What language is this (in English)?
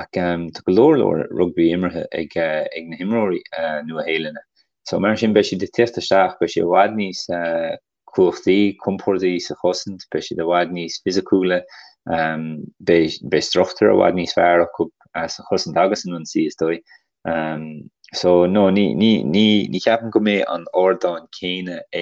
Irish